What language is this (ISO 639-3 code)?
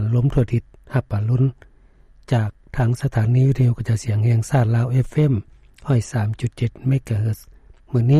lao